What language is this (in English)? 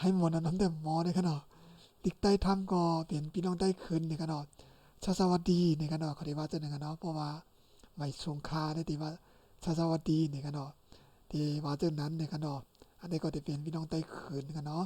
Shan